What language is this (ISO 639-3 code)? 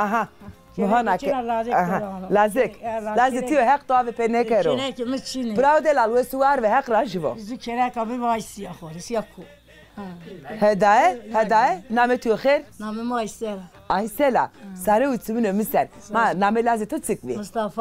zza